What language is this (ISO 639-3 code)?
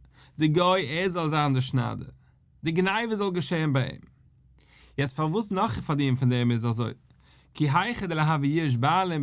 yid